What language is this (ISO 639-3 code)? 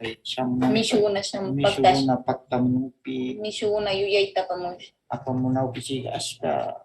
qvz